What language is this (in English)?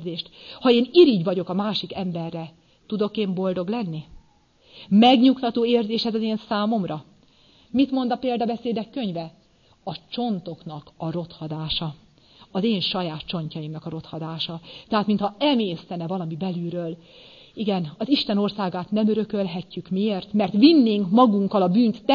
Hungarian